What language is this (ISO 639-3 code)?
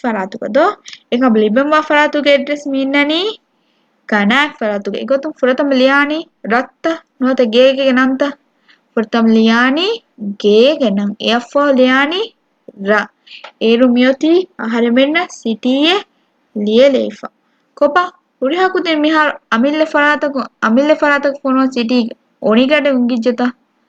div